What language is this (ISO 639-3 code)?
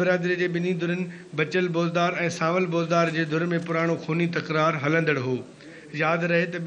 snd